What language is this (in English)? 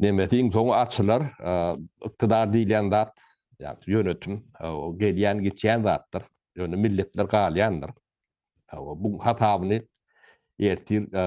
Turkmen